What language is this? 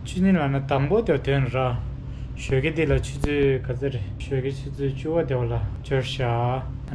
Tibetan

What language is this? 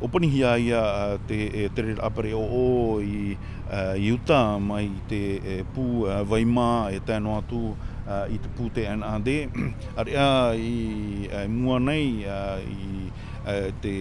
Tahitian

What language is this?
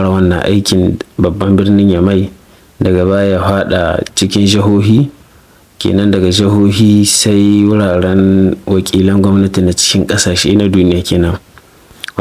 Hausa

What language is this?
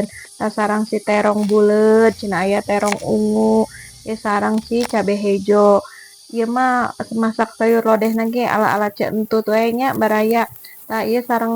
Sundanese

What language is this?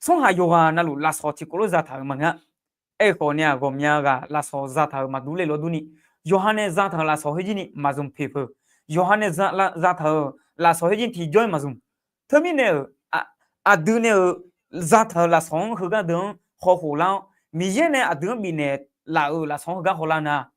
Akha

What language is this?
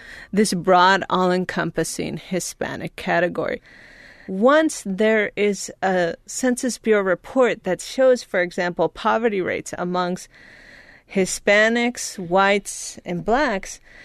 English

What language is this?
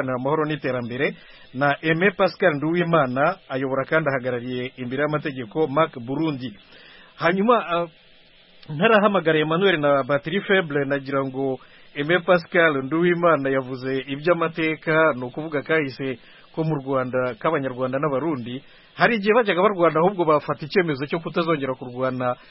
Kinyarwanda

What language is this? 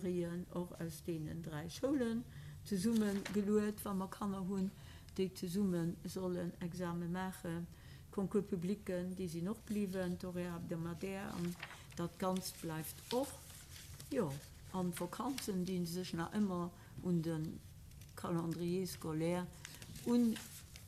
Luxembourgish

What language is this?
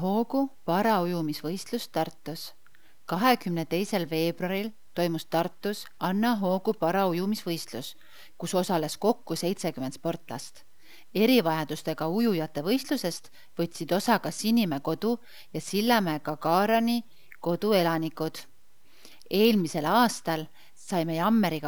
Estonian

